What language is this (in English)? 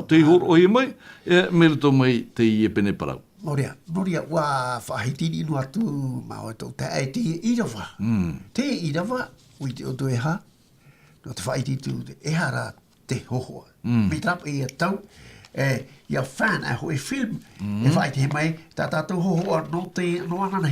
Tahitian